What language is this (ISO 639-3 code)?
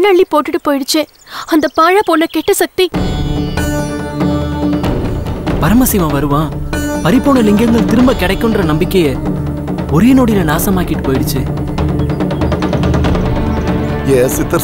tam